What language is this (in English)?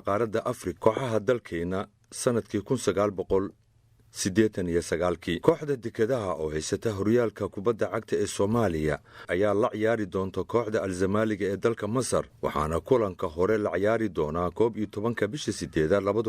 Somali